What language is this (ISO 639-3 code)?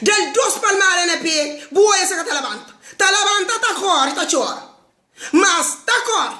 kea